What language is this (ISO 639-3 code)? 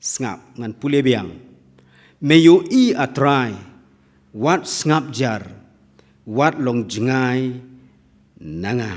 kha